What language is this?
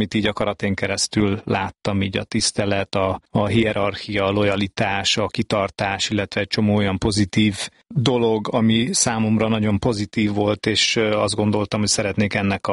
Hungarian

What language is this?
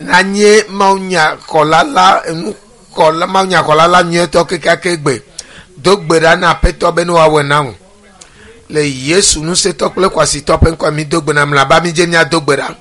Ewe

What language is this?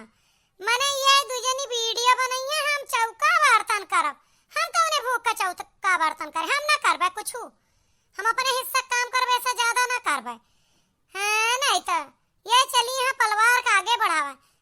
Awadhi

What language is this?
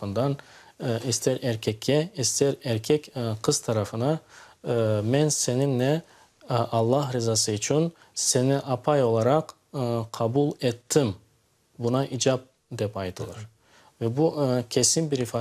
Crimean Tatar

